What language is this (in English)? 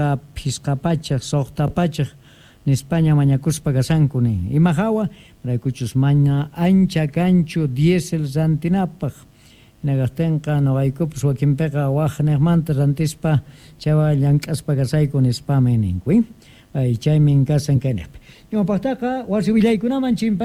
Quechua